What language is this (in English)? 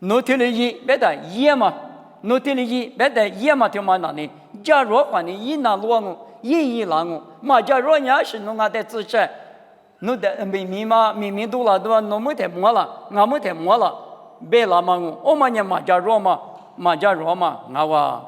Lisu